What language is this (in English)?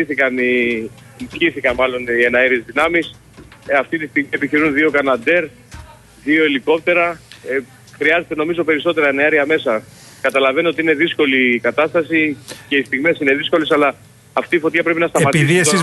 Greek